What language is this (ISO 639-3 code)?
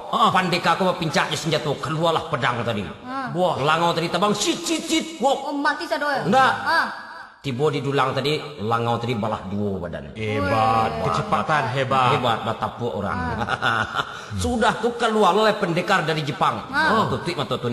min